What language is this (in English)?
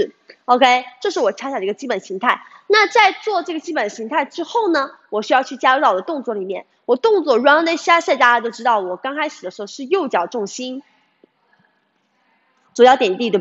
Chinese